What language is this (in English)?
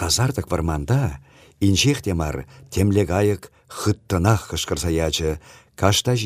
Chuvash